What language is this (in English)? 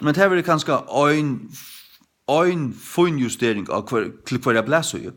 Faroese